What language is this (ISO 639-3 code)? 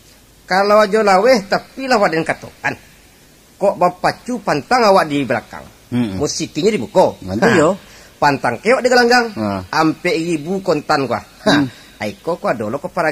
min